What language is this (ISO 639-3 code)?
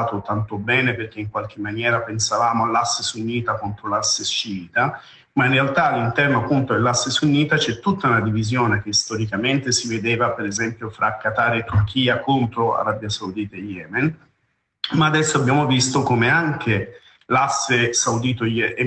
ita